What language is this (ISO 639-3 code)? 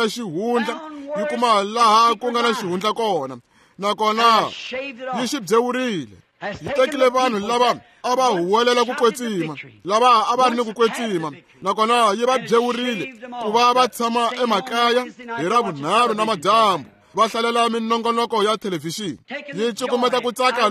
tso